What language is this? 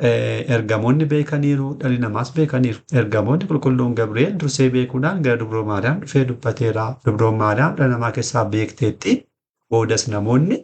Oromo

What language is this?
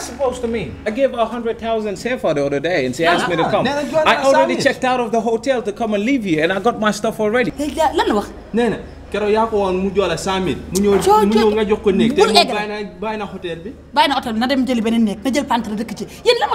Wolof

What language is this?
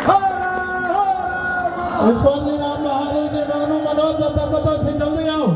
Maithili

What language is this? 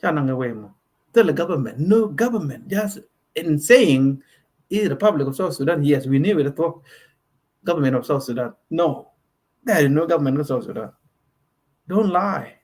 Nuer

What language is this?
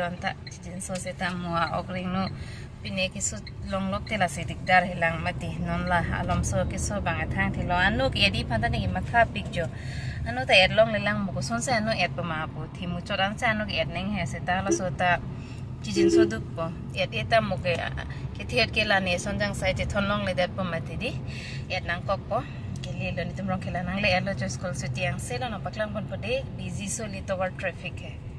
Karbi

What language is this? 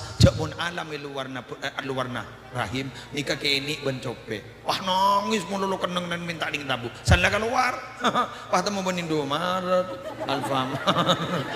Madurese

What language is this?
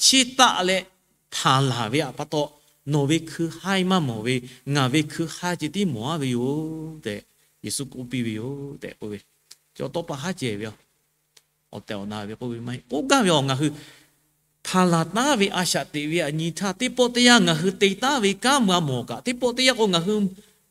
Lahu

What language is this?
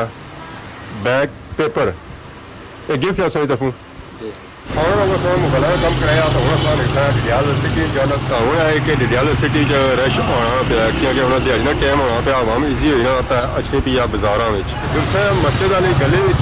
Pahari-Potwari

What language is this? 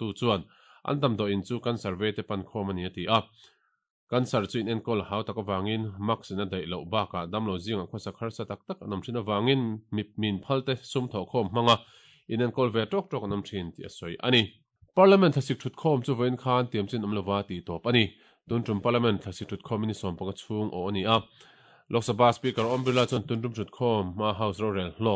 Mizo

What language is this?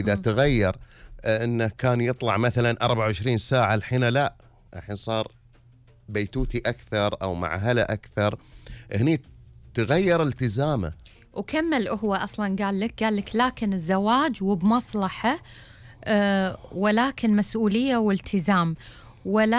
Gulf Arabic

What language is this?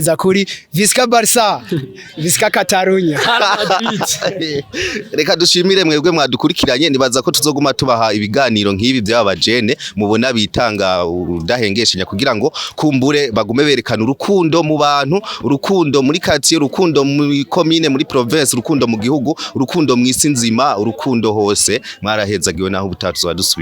Rundi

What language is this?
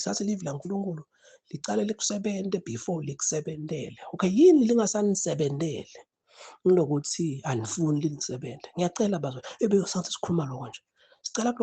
Zulu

